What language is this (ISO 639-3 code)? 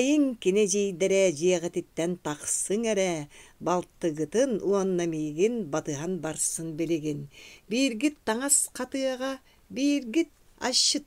sah